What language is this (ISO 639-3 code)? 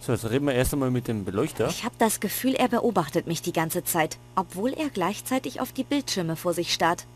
bar